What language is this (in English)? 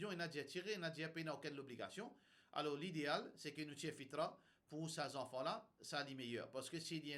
Morisyen